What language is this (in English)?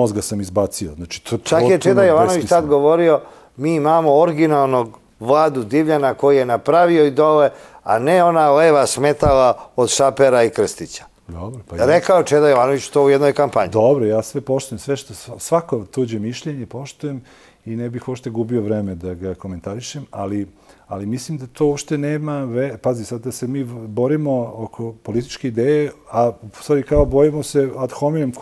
Serbian